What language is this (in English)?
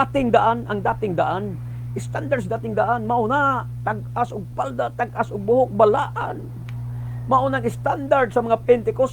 Cebuano